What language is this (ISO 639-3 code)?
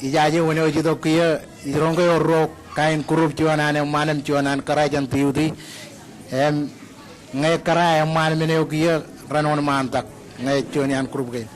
mah